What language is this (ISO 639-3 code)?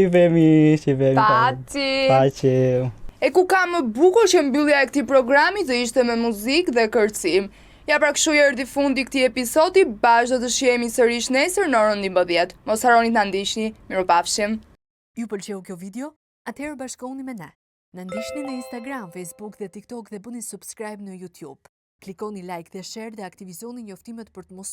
sqi